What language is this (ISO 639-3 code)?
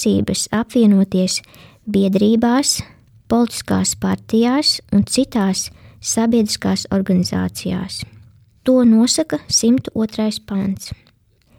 lav